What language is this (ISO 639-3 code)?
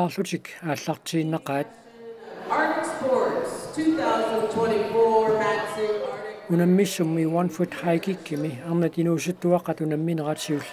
kal